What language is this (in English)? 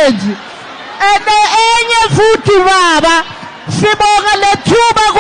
Zulu